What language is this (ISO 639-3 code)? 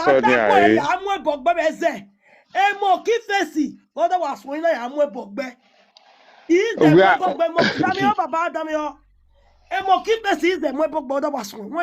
pcm